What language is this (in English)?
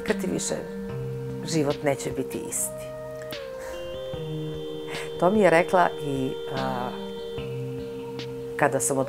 Serbian